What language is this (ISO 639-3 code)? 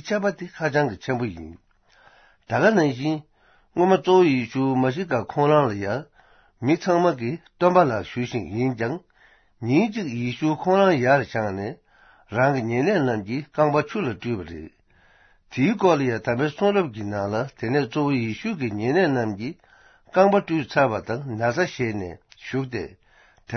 bod